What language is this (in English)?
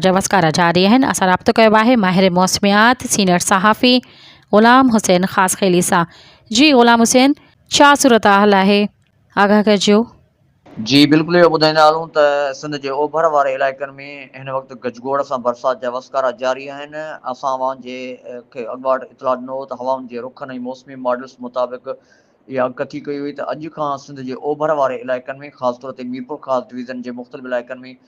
Sindhi